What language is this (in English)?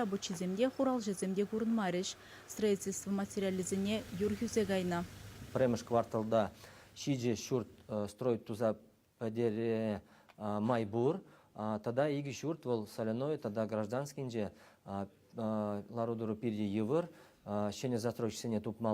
Chuvash